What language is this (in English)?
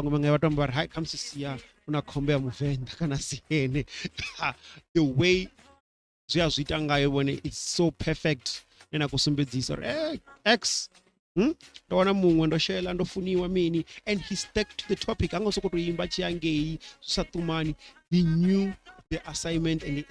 Venda